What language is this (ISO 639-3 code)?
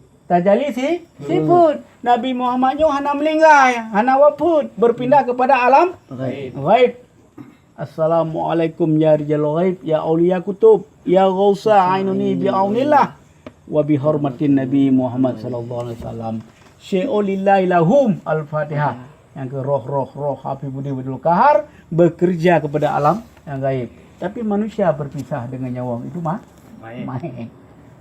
ace